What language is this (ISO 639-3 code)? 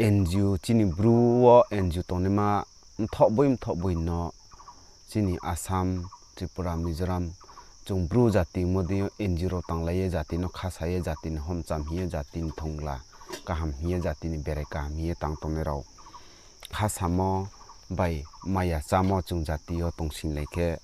ria